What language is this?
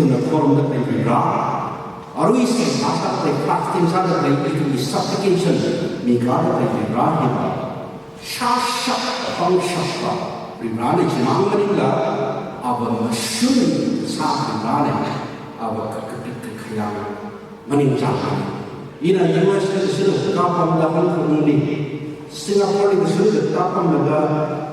Tangkhul Naga (India)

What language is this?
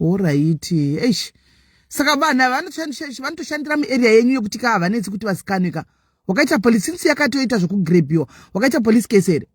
Shona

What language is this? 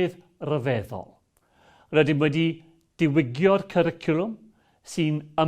Welsh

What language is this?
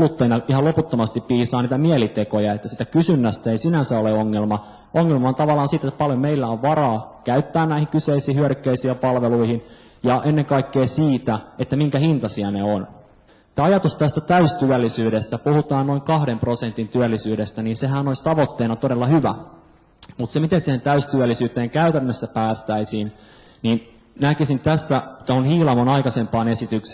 Finnish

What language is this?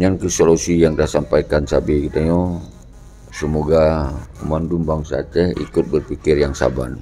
Achinese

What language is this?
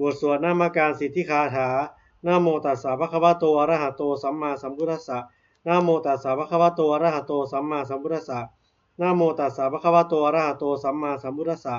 Pali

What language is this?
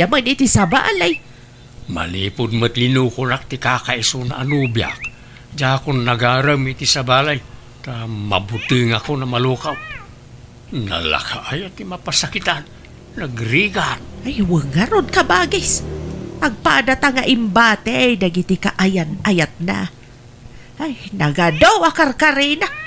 Iloko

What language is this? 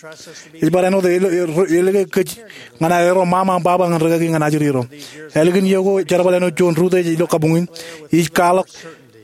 Marshallese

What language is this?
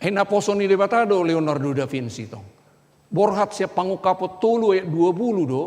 Batak Toba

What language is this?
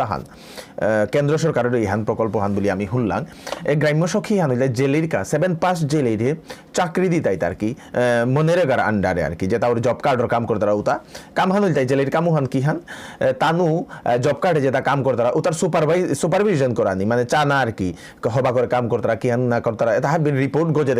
Bishnupriya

